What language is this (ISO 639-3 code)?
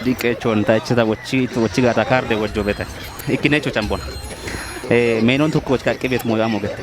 kbr